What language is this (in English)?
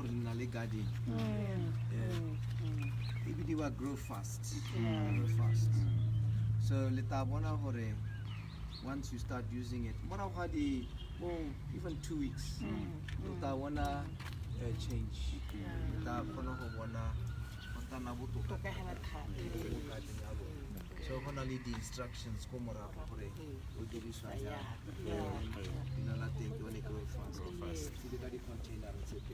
Tswana